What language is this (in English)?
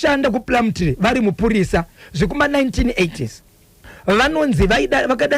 Shona